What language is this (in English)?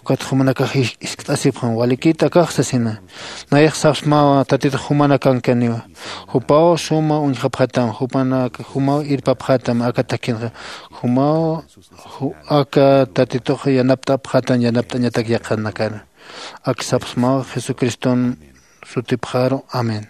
Aymara